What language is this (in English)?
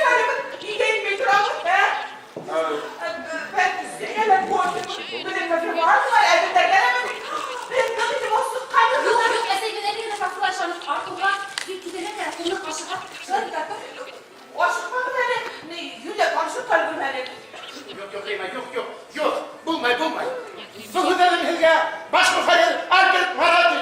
Bashkir